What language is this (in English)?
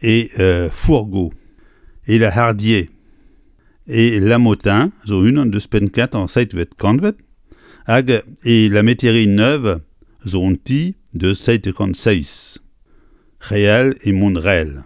Breton